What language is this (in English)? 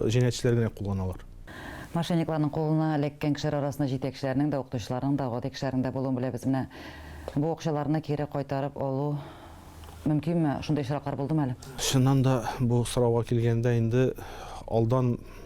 Tatar